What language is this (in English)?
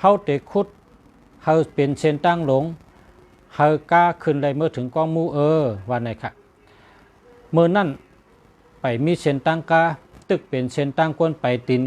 Shan